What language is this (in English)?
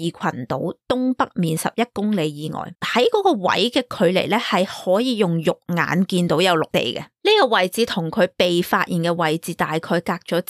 Cantonese